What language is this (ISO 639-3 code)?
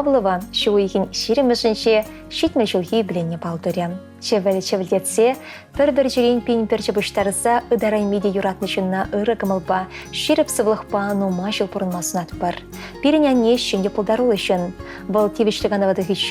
chv